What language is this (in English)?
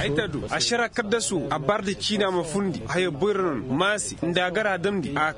Koyraboro Senni